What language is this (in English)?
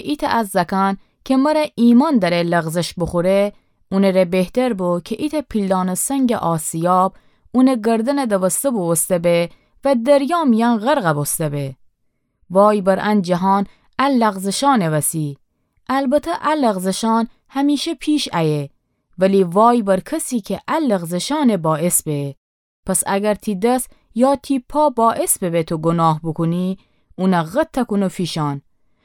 Gilaki